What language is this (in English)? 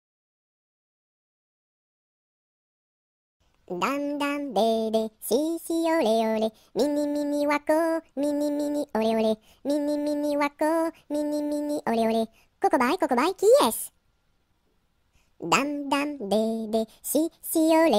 French